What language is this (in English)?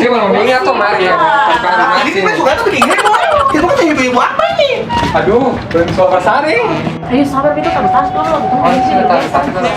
Ambonese Malay